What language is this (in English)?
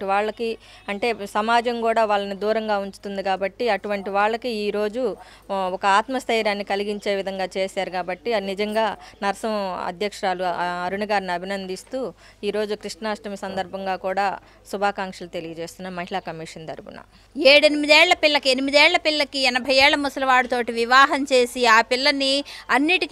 Telugu